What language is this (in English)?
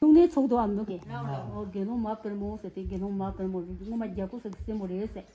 Tibetan